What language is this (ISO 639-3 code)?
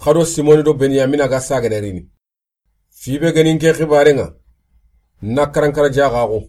snk